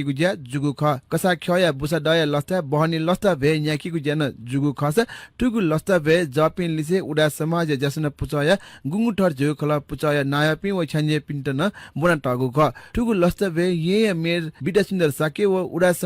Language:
Newari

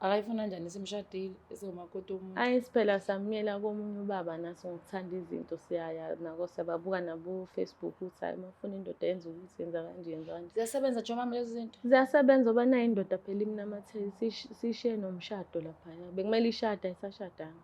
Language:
Zulu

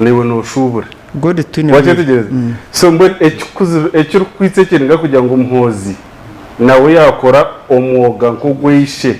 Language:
Nyankole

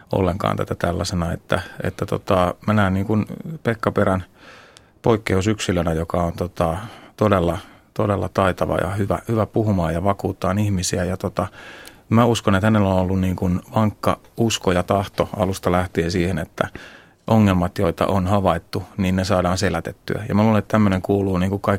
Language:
Finnish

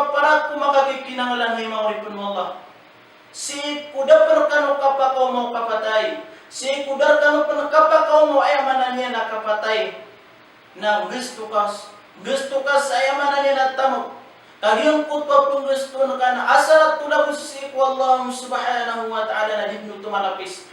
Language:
Maranao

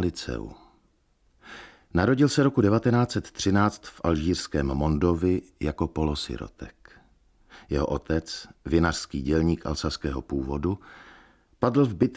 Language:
Czech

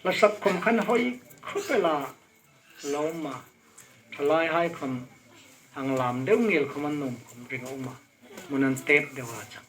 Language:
Hmar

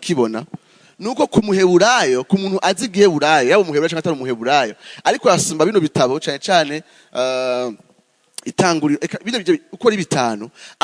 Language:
Rundi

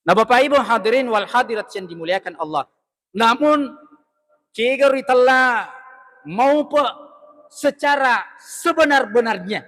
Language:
Buginese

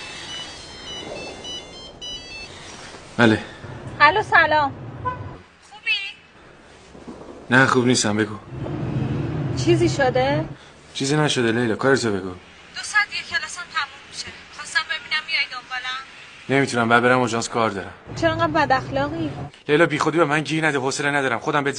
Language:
Persian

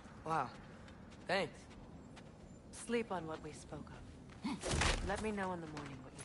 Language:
English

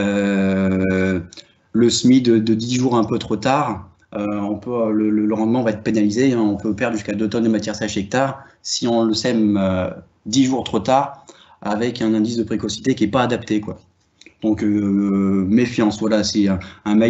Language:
French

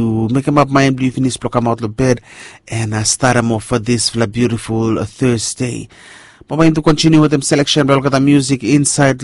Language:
Bislama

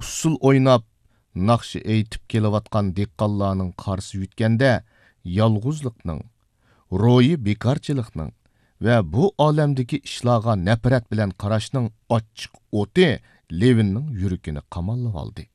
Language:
Uyghur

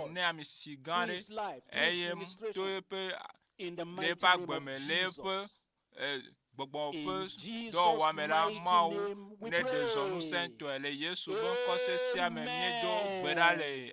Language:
Ewe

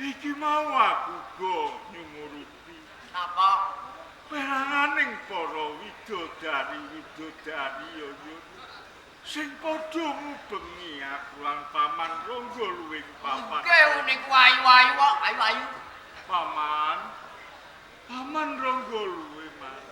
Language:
Javanese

